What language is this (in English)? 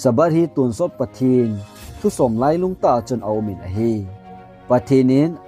Thado Chin